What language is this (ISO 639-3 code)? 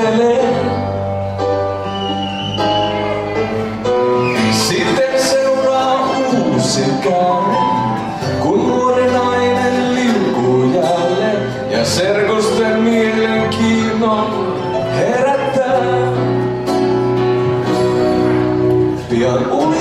fin